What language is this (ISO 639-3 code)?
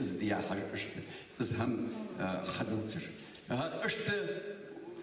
inh